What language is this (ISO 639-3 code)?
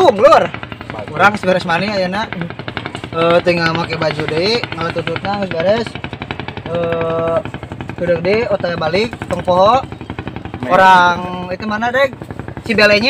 sun